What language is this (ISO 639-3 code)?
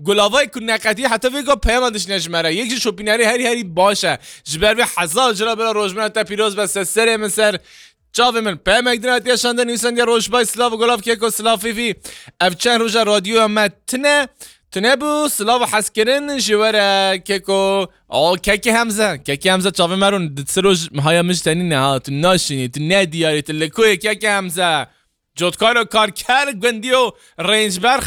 kur